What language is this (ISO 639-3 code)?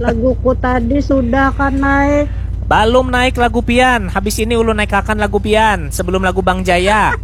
bjn